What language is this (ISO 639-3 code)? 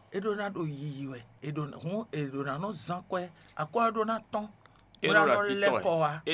fon